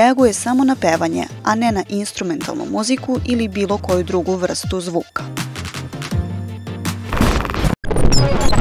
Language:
Serbian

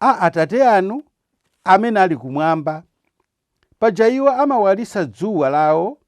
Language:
Nyanja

